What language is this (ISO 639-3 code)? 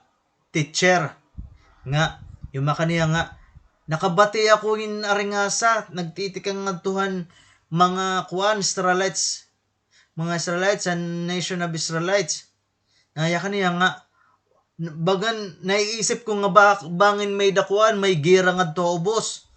war